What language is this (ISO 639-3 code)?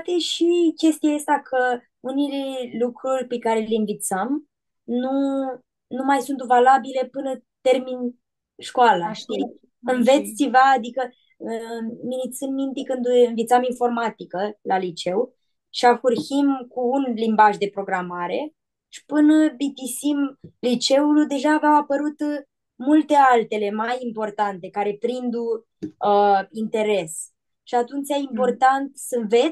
rup